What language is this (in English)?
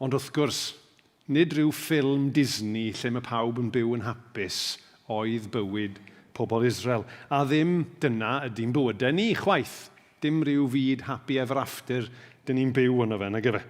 Welsh